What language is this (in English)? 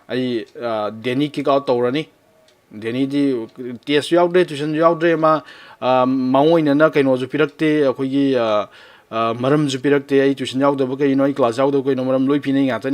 Manipuri